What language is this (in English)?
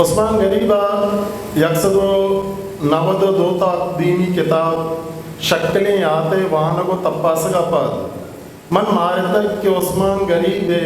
Eastern Balochi